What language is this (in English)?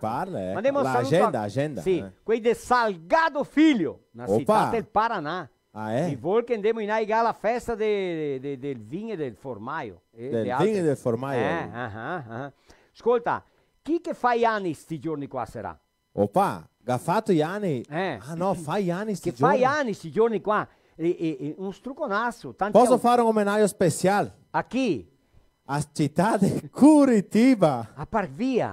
Venetian